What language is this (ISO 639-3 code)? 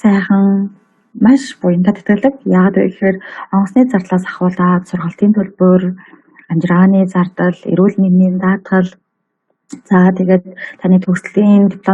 mon